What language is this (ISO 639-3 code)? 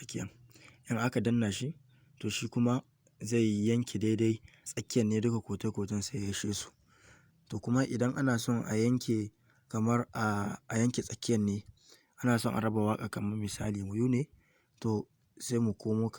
hau